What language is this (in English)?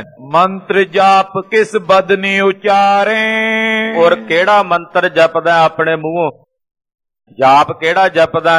Punjabi